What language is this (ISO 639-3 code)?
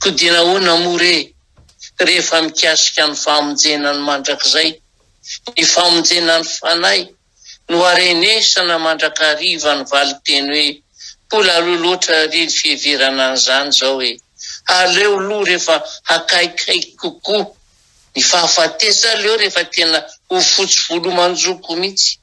mlg